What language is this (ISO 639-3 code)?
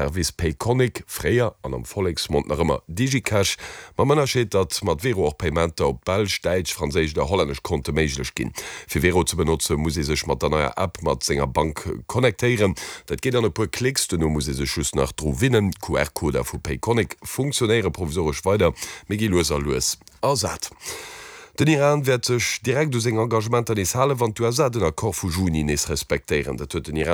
ltz